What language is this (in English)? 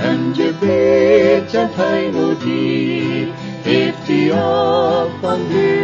Plautdietsch